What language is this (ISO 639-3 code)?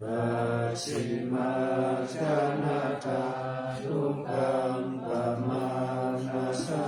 pli